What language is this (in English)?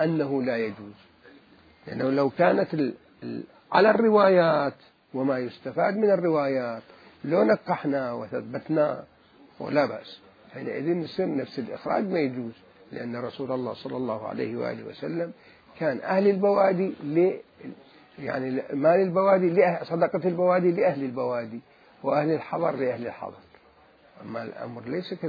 Mesopotamian Arabic